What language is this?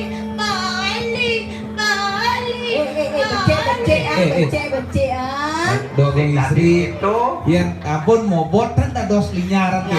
Balinese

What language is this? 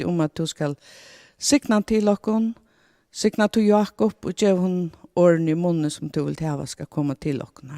Faroese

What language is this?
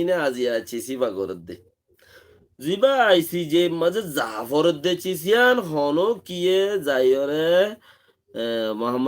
Rohingya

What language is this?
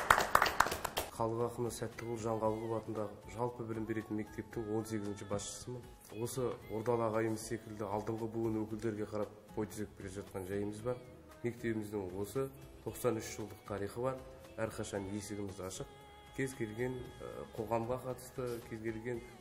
Kazakh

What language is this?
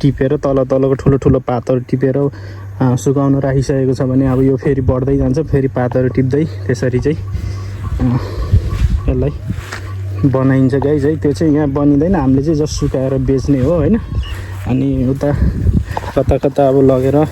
Nepali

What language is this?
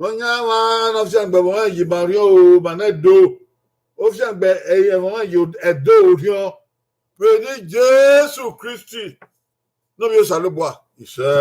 Bini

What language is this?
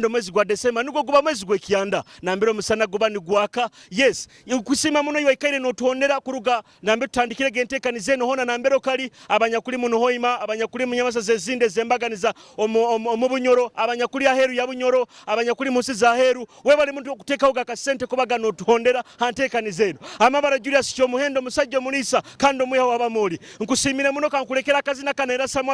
Nyoro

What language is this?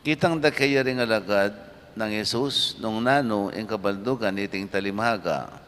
Pampanga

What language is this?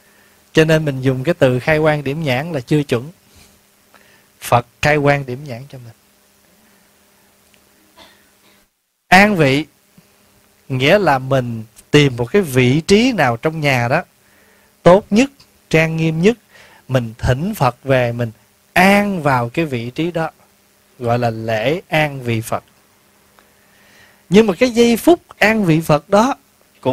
Vietnamese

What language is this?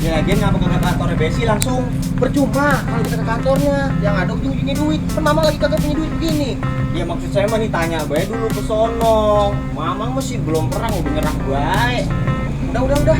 Betawi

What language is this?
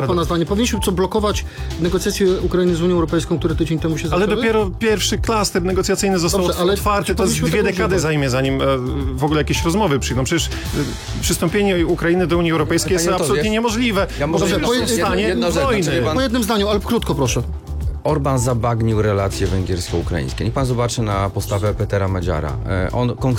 Polish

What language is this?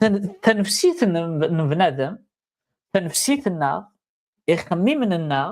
Kabyle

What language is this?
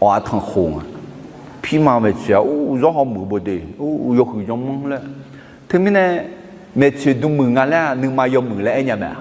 Akha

